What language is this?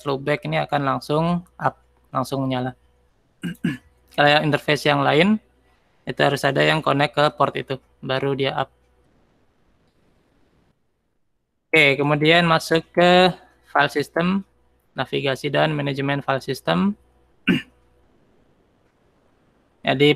Indonesian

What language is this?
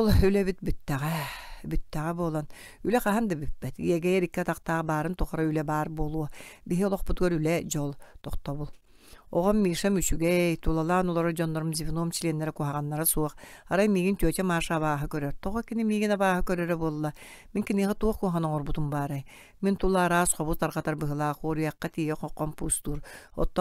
Yakut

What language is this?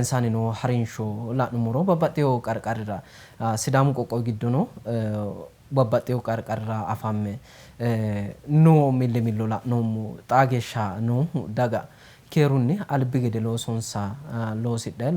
Sidamo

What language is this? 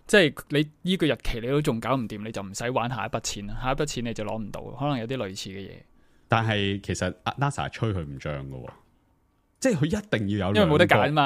Cantonese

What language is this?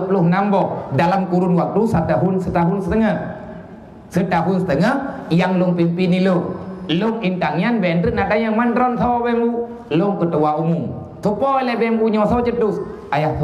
Achinese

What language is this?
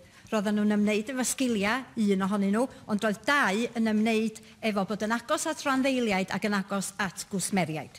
Welsh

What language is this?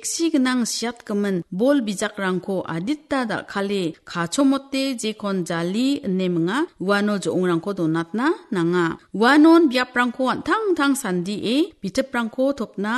Garo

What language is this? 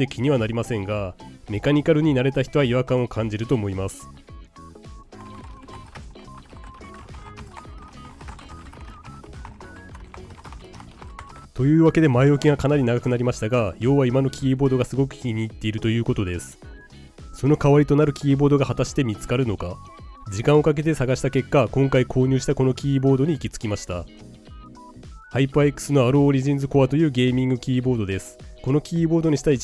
Japanese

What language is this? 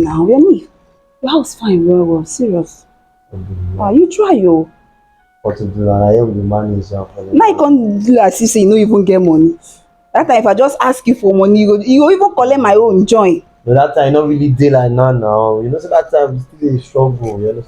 Nigerian Pidgin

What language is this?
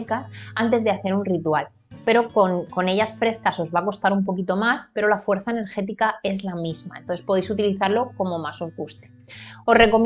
Spanish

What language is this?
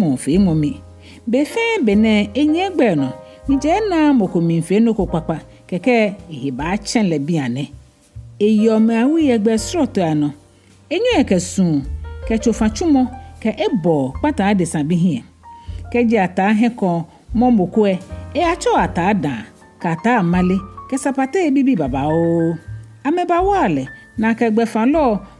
Ga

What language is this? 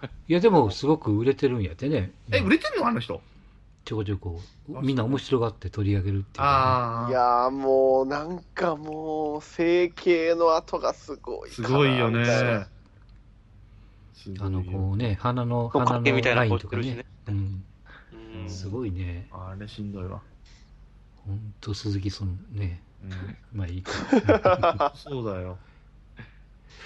Japanese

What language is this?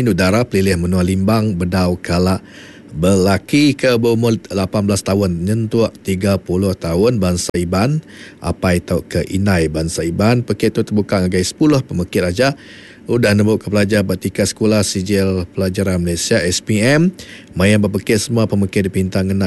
Iban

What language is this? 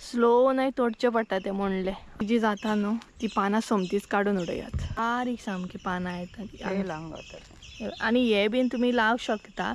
Konkani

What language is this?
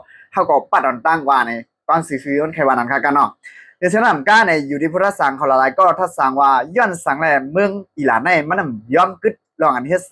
Shan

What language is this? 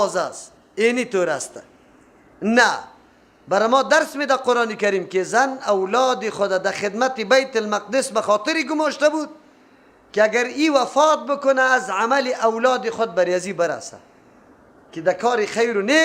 Persian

